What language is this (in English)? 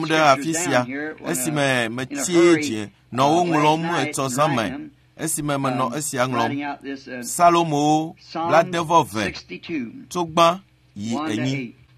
Ewe